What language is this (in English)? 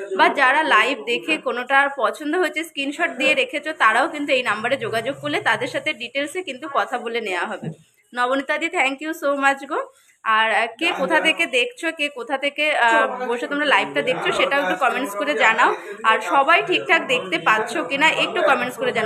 Bangla